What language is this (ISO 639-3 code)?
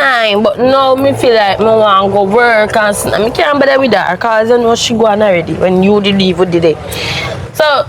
jam